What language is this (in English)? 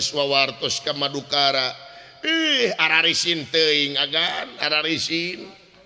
Sundanese